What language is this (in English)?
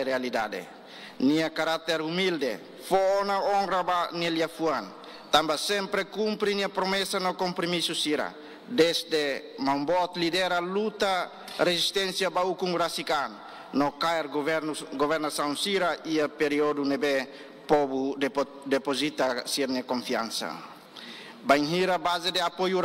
Tetum